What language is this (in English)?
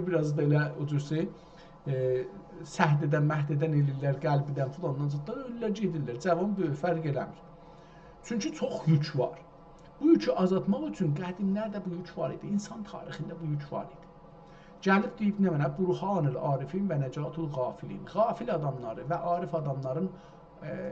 South Azerbaijani